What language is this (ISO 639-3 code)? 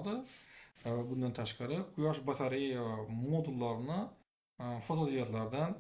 uzb